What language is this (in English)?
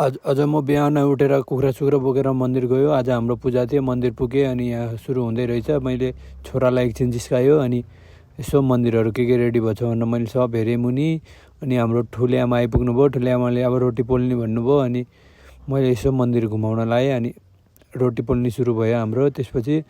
Nepali